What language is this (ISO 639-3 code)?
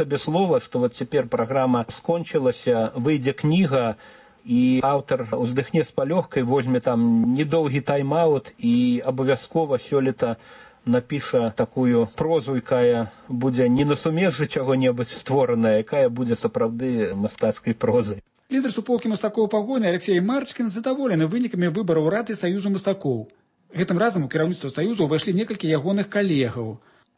bel